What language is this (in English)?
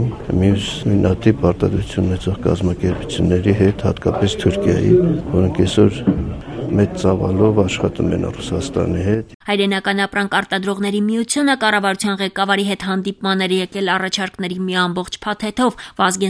Armenian